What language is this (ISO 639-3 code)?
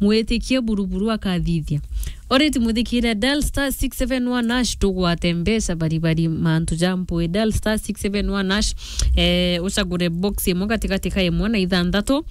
mer